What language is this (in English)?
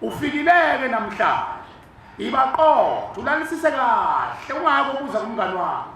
Zulu